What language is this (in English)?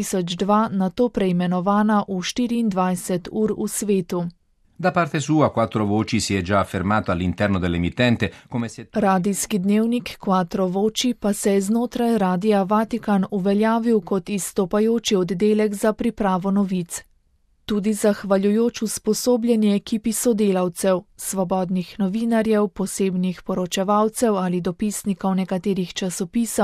Slovenian